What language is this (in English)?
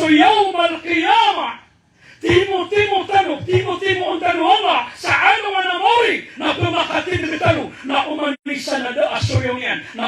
Maranao